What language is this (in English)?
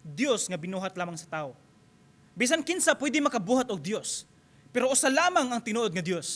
Cebuano